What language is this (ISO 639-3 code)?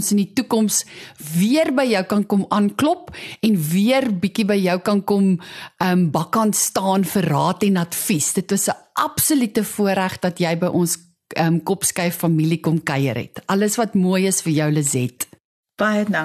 afr